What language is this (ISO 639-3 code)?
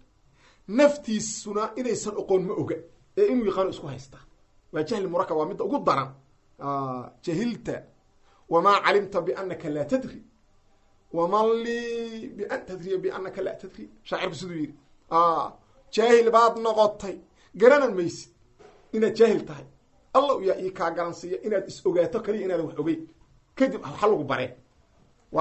som